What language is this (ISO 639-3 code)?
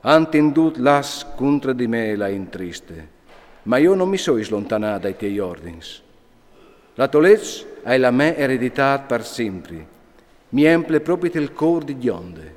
fur